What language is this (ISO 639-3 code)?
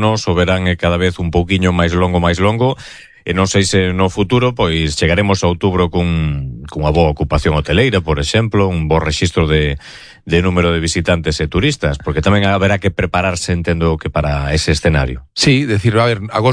glg